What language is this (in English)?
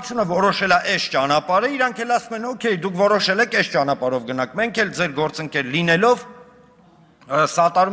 Armenian